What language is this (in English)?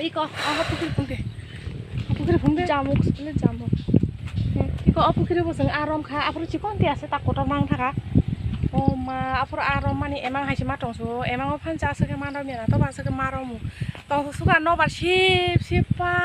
Kok Borok